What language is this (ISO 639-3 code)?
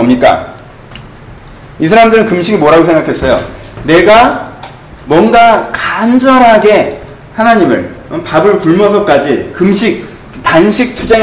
kor